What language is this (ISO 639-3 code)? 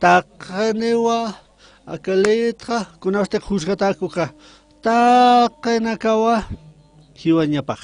aym